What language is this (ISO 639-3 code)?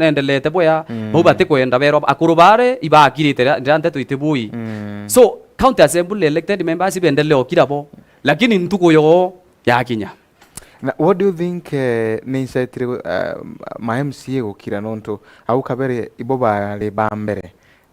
mer